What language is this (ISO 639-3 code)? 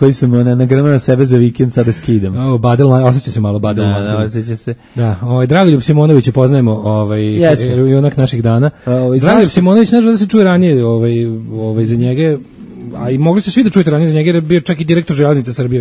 srp